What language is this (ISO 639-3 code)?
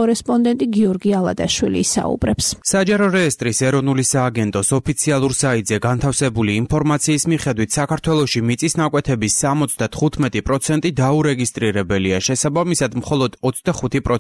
kat